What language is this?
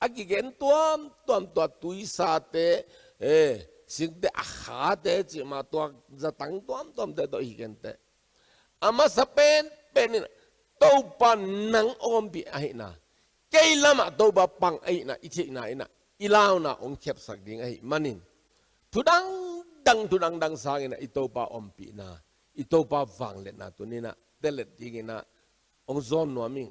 Tedim Chin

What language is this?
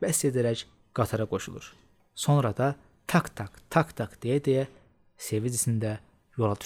Azerbaijani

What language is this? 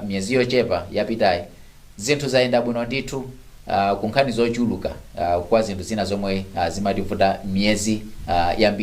Nyanja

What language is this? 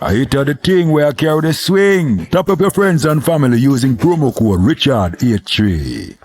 Jamaican Creole English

